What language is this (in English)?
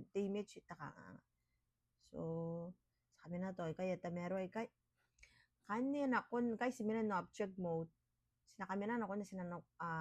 Gilbertese